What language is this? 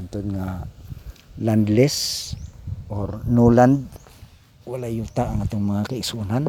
Cebuano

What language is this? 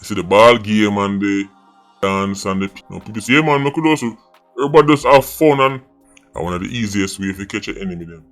Jamaican Creole English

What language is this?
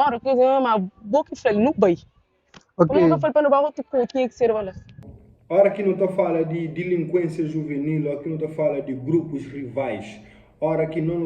Kabuverdianu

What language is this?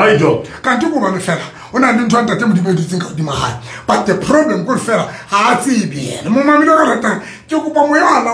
Southern Sotho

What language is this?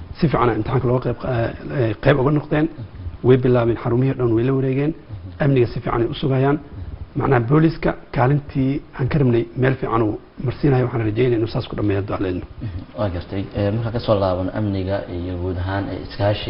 Somali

